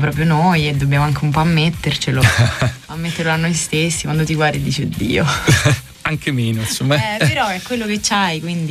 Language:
Italian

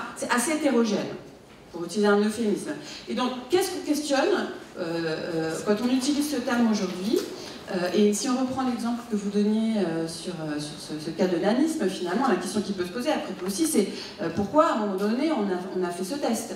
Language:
French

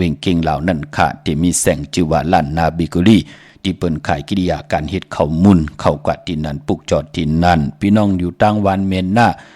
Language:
Shan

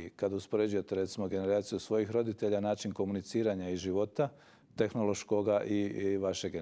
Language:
Croatian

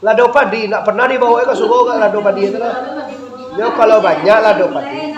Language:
Minangkabau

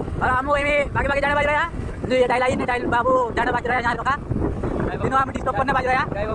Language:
Hindi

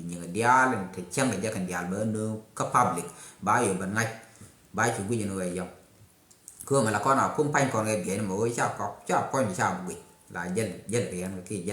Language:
Nuer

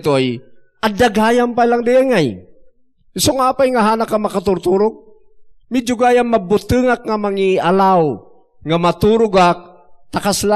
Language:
Iloko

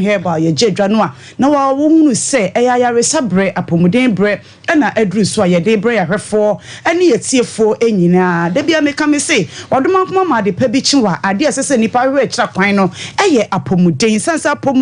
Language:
Akan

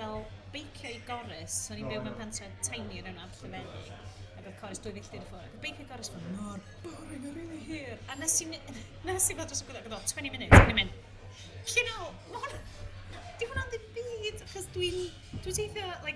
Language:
Welsh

